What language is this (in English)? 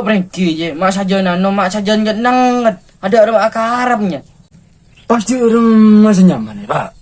Madurese